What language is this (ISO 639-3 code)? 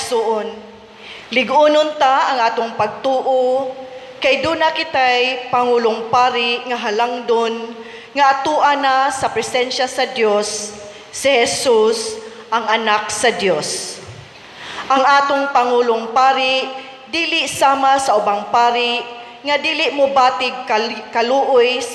ceb